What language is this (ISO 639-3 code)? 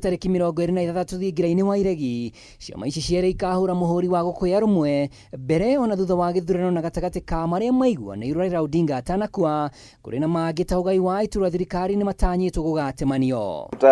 kik